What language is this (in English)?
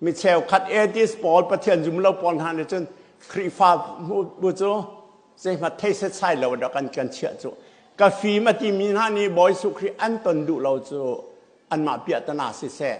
Hakha Chin